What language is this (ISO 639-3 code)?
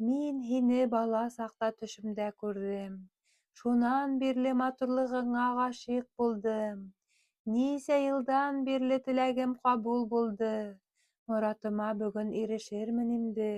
bak